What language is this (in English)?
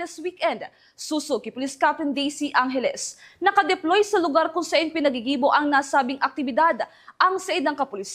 Bikol